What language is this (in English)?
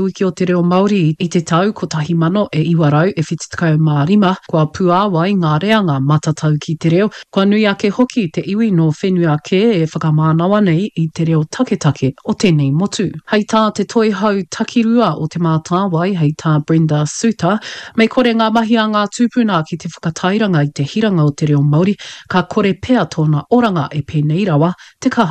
Māori